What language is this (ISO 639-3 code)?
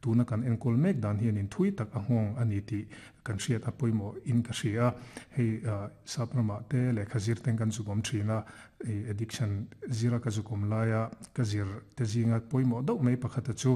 lus